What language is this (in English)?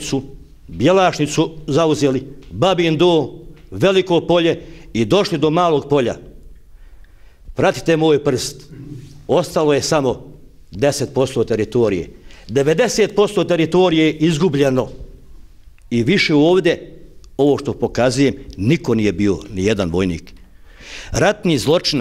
Bosnian